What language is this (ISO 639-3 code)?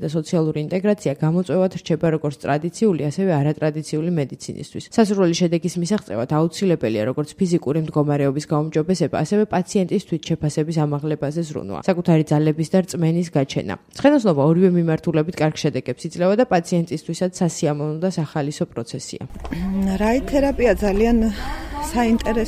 kat